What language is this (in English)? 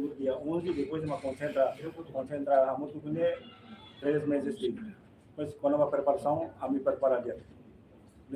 Tetum